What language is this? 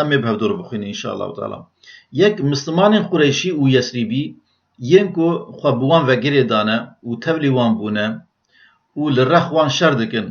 Kurdish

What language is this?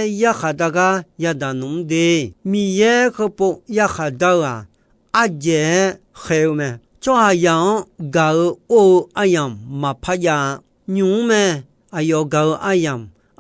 Akha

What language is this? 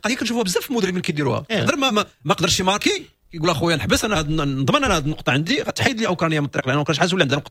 Moroccan Arabic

